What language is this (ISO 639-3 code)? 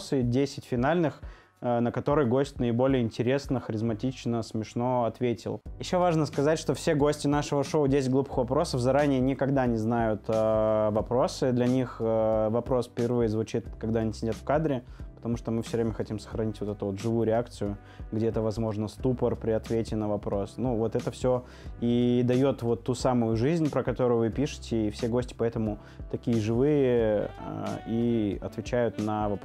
rus